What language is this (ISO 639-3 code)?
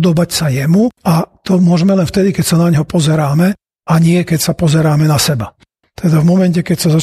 slk